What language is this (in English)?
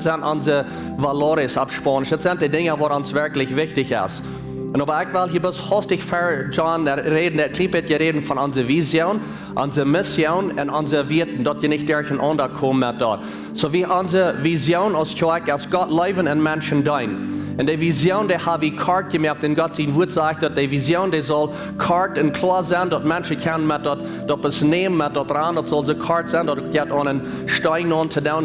Plautdietsch